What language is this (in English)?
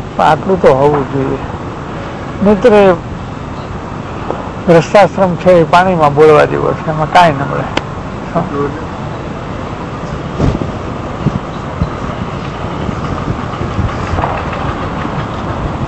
Gujarati